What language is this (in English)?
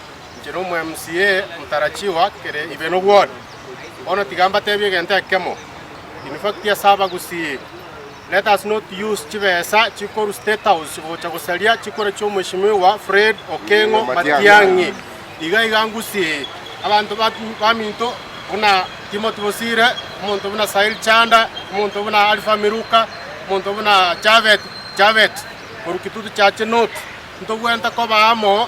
Gusii